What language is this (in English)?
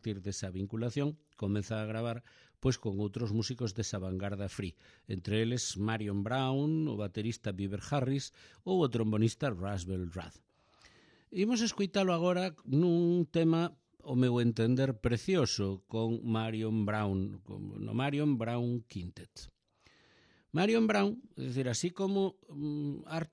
Galician